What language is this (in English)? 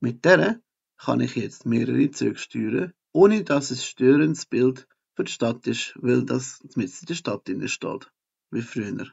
Swiss German